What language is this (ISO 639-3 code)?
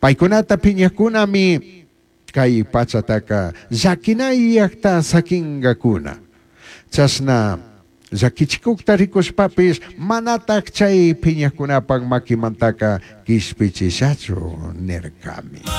qug